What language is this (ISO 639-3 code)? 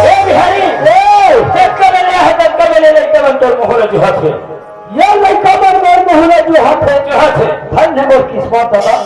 hne